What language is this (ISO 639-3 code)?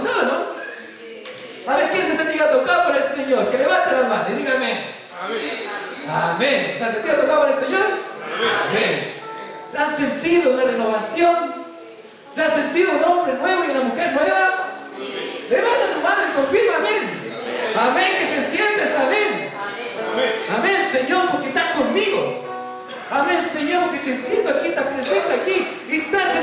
spa